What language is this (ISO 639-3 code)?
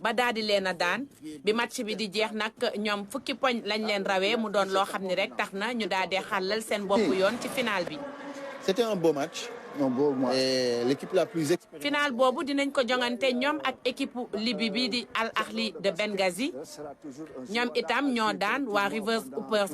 wol